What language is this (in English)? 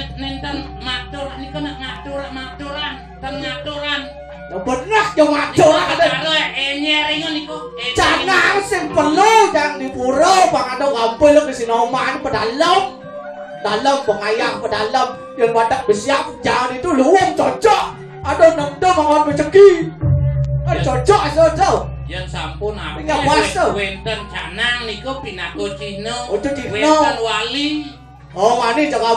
Balinese